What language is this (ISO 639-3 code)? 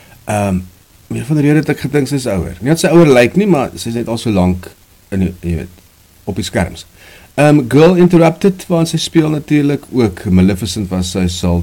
afr